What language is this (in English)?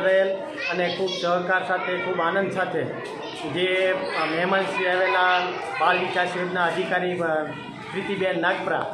Gujarati